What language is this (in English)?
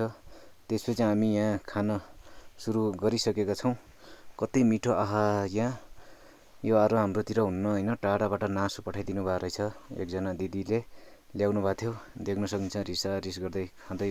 Nepali